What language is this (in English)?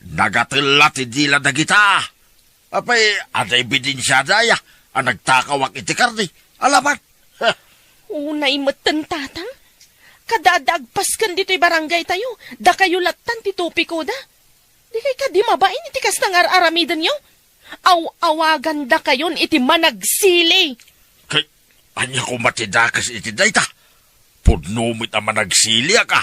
Iloko